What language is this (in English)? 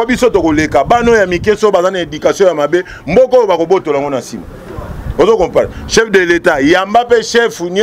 Lingala